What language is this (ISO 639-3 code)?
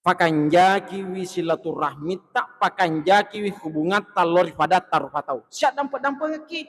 bug